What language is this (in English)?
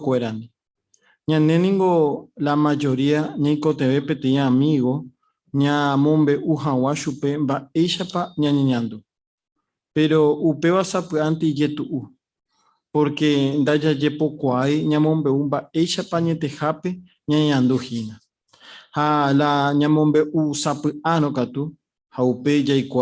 Guarani